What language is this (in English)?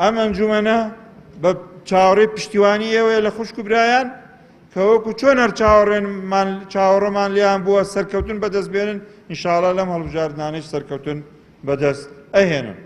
Central Kurdish